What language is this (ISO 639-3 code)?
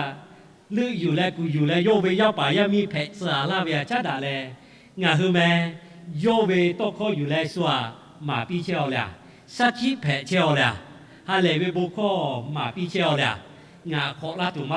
lhu